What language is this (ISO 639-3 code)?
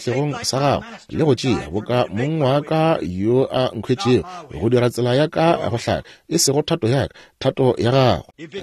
nso